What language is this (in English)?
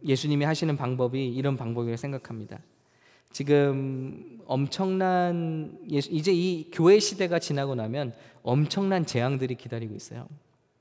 Korean